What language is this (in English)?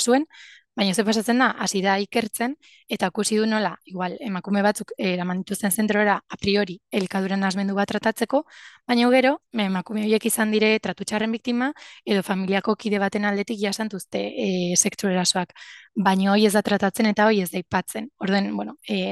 Basque